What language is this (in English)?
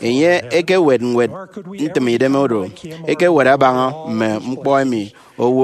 Efik